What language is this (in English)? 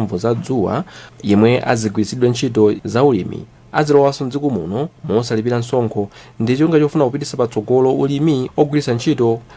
Nyanja